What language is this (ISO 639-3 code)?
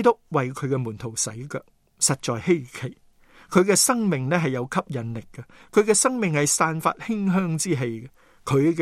yue